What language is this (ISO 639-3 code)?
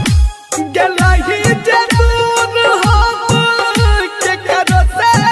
bho